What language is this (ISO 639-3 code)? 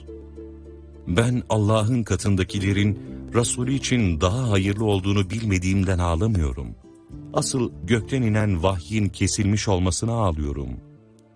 tur